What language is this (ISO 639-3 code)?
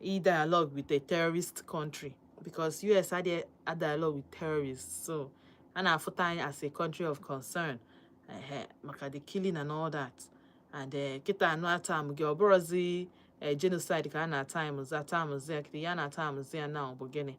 ibo